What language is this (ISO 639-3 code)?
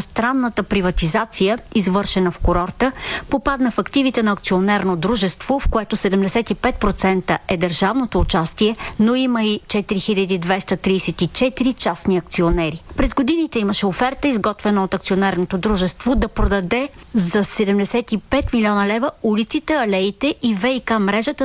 bul